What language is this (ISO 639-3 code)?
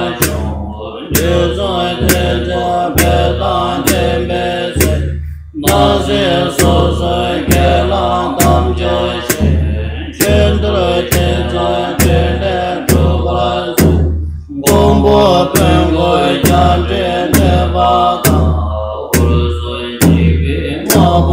bod